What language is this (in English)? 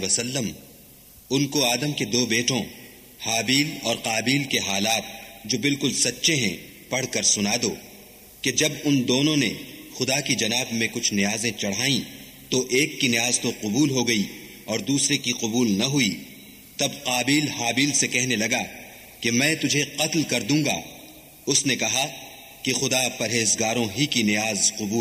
Urdu